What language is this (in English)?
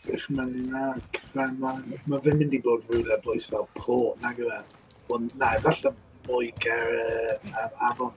Welsh